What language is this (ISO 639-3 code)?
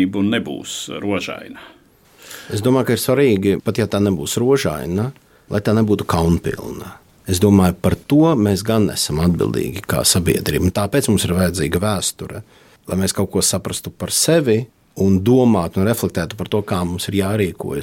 lav